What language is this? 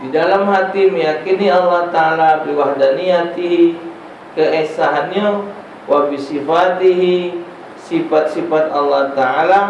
Musi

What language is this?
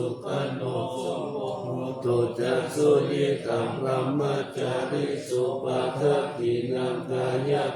Pali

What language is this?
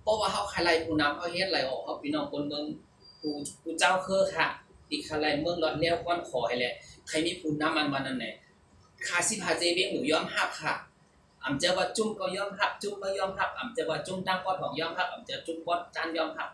Shan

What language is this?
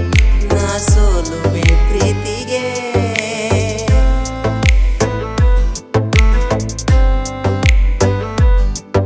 Kannada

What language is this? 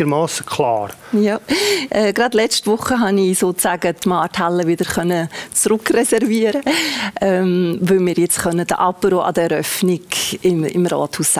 Swiss German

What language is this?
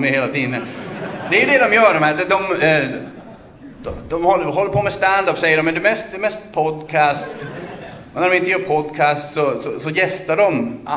Swedish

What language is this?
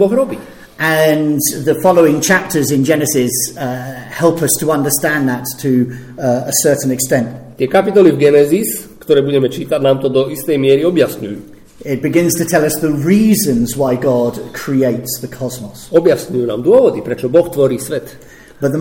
Slovak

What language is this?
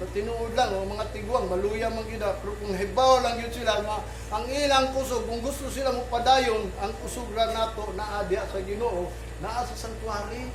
Cebuano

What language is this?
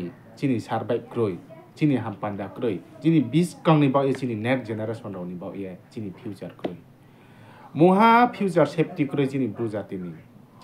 Riang (India)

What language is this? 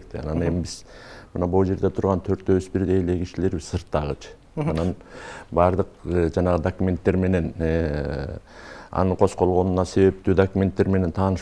Kyrgyz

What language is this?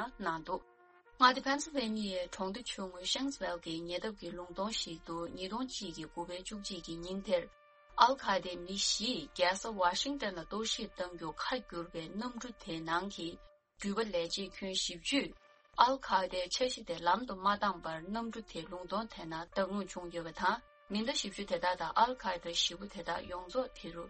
Tibetan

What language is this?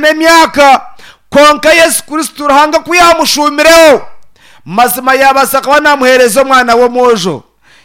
Nyankole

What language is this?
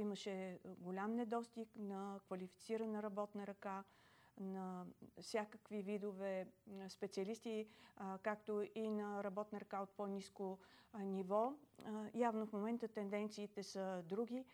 Bulgarian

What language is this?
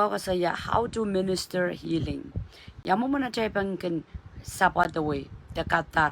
Pohnpeian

